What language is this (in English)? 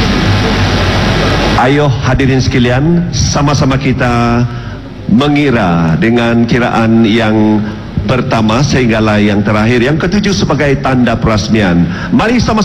Malay